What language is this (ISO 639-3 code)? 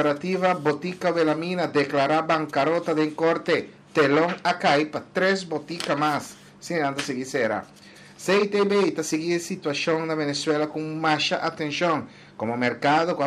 pap